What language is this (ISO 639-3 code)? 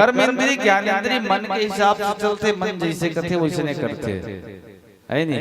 hne